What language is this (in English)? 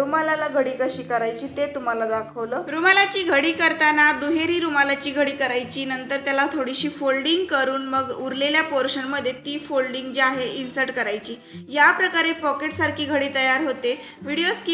Marathi